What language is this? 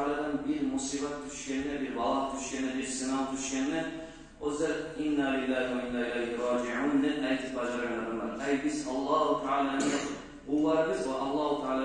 Kumyk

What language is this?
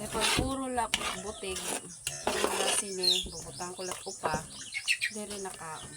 Waray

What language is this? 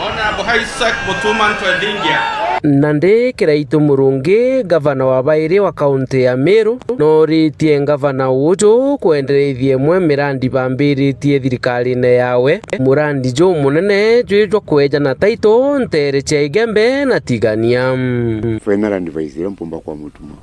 Meru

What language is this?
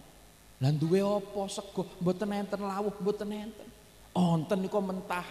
Javanese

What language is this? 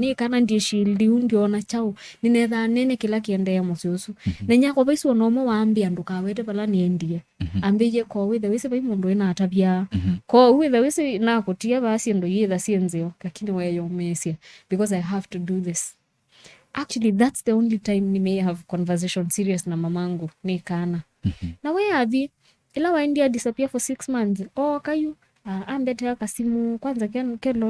Kamba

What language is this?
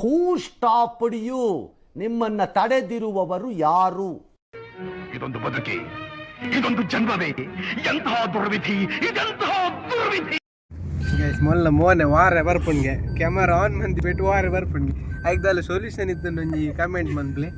Tulu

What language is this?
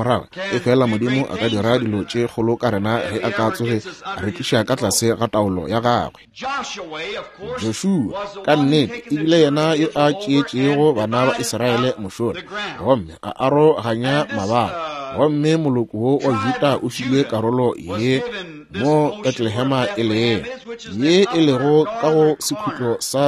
Northern Sotho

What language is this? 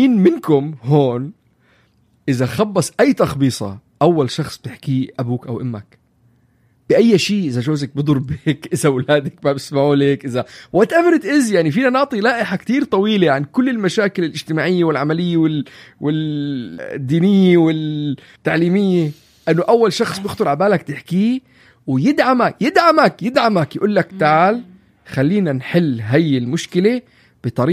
North Levantine Arabic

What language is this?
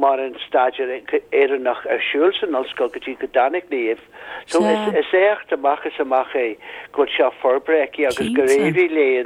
Irish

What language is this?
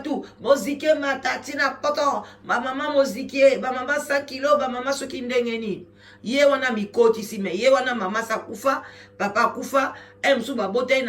Lingala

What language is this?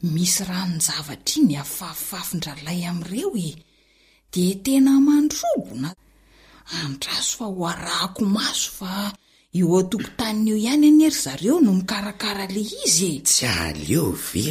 Malagasy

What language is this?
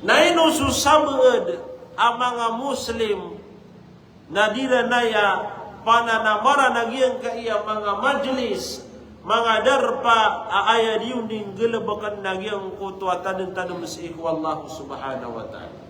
Maranao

